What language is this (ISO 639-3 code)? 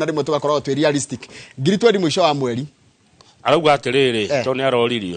kik